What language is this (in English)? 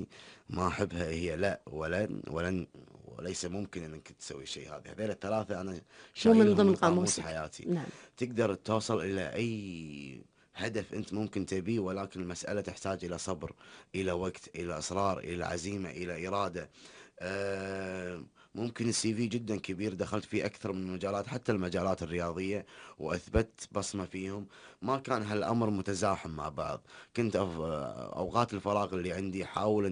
Gulf Arabic